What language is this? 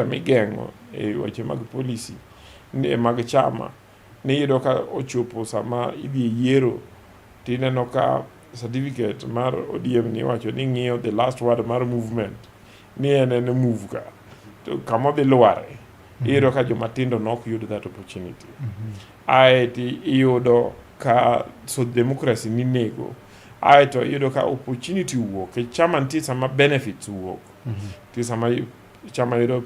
Luo (Kenya and Tanzania)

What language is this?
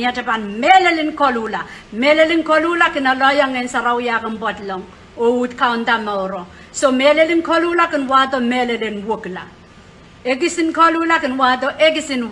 Pohnpeian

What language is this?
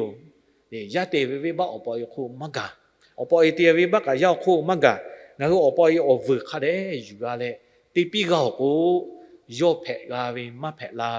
Lahu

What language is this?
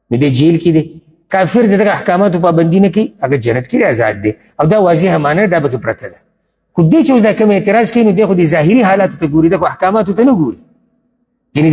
Pashto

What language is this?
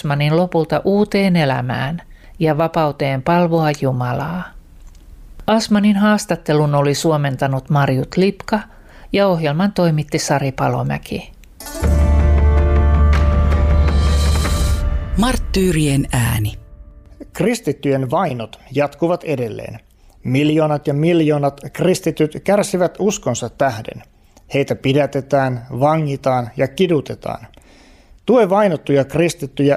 Finnish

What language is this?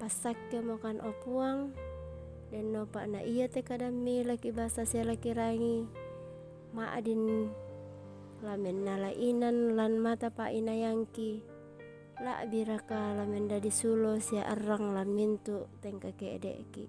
Toraja-Sa'dan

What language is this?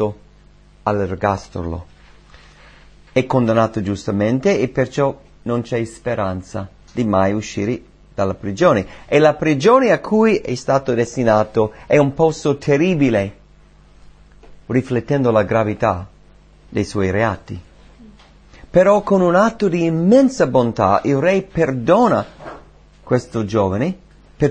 Italian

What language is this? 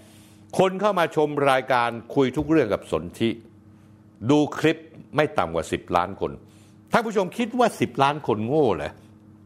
Thai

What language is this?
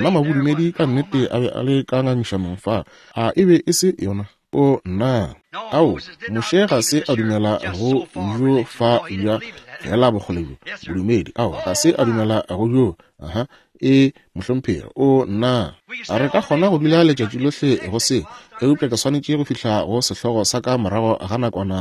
Northern Sotho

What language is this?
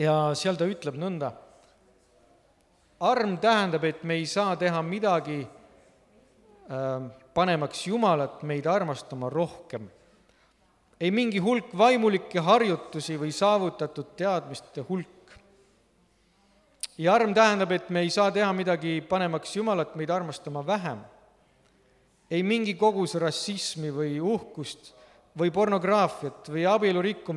Estonian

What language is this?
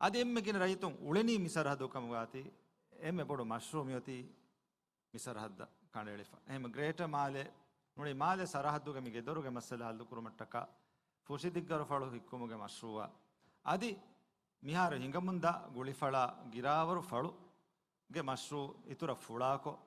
Divehi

